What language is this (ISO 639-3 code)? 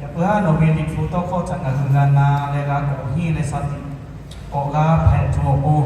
lhu